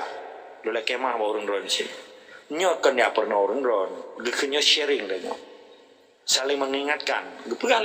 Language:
Achinese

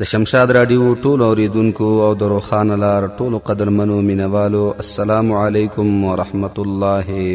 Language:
Pashto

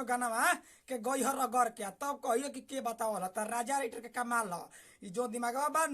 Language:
Bhojpuri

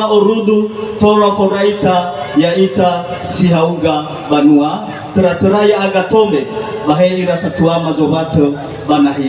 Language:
Nias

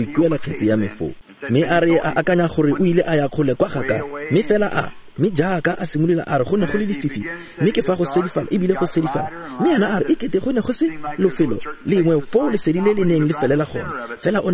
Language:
Tswana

